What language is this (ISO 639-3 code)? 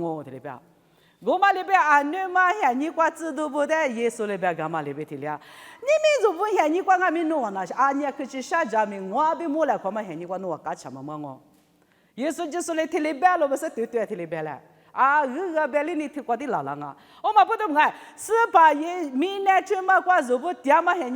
lis